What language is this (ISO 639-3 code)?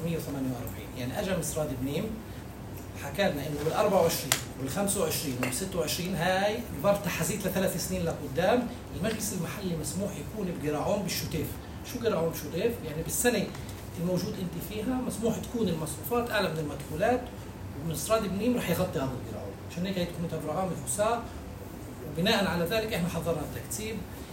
apc